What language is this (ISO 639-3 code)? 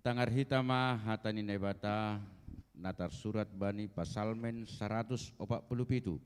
bts